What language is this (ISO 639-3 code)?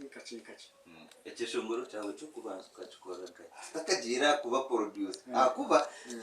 nyn